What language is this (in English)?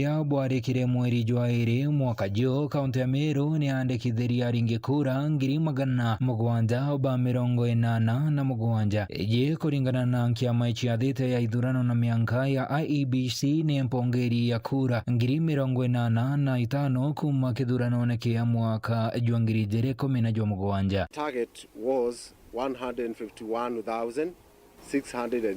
Meru